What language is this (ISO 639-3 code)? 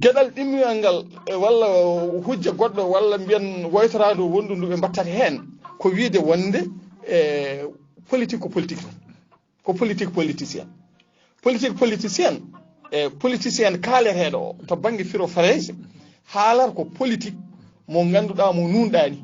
ful